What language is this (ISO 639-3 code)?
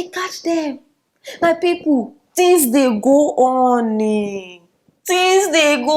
pcm